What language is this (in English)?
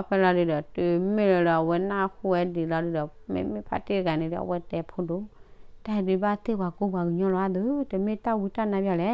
S'gaw Karen